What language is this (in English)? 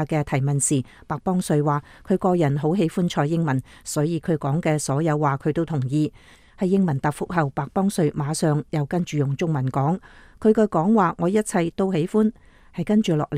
Cantonese